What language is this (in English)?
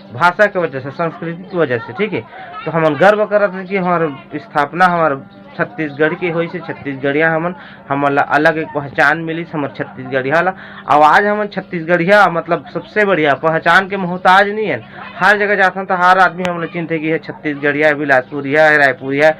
Chhattisgarhi